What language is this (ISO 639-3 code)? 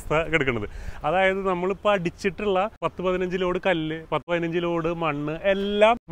mal